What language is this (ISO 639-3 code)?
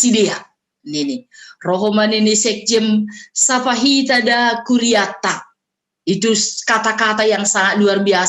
bts